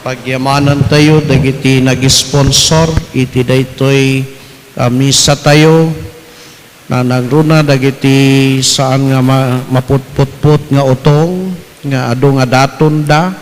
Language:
Iloko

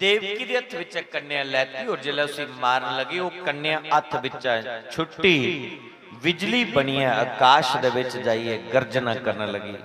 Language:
Dogri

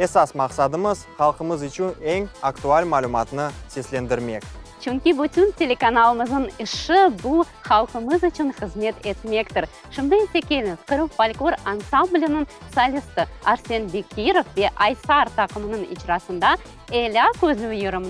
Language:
Crimean Tatar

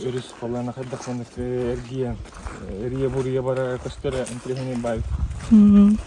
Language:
Yakut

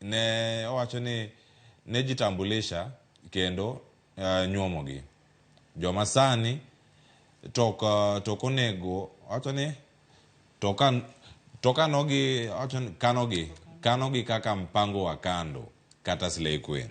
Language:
Luo (Kenya and Tanzania)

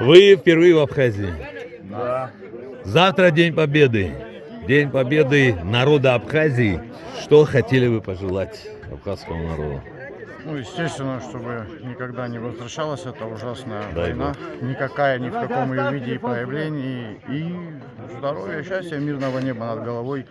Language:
Abkhazian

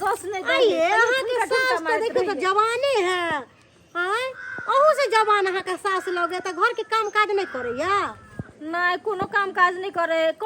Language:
Maithili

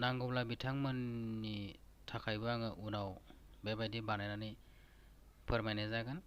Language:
Bodo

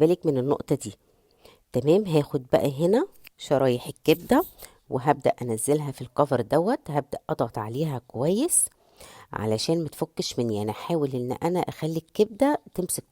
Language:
Egyptian Arabic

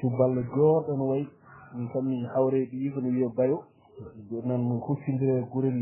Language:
Fula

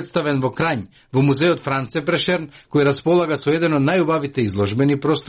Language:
Macedonian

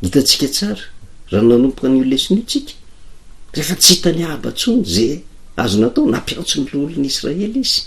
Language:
Malagasy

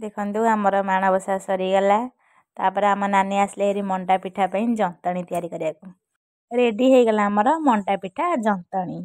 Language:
Odia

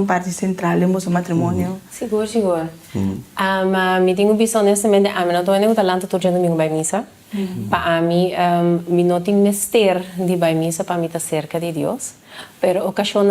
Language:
Papiamento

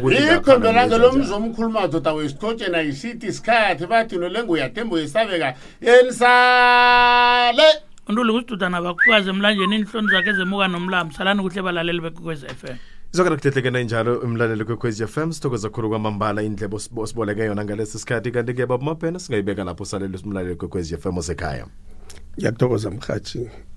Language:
South Ndebele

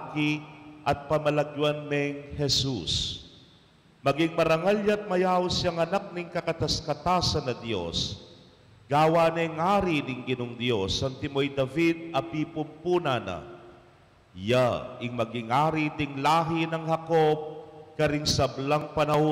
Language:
Pampanga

